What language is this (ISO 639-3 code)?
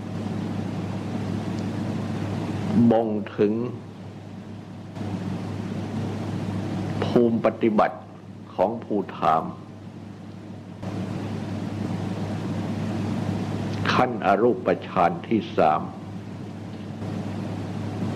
tha